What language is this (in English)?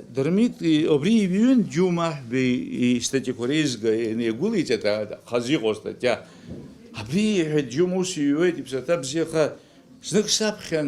Abkhazian